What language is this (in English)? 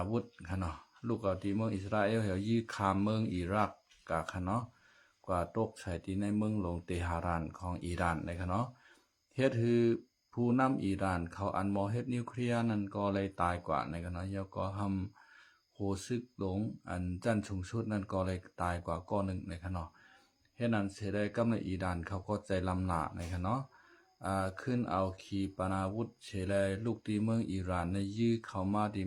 Shan